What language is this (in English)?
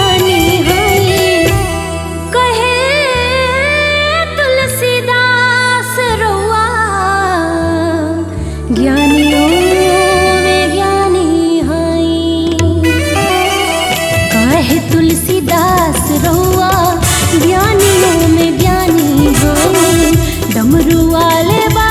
Bhojpuri